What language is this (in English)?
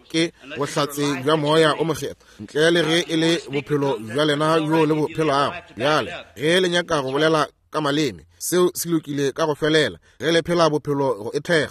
Northern Sotho